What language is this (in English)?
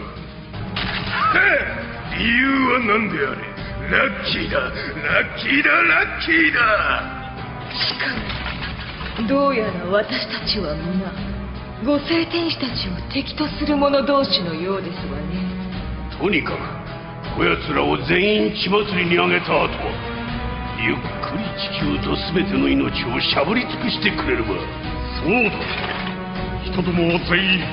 Japanese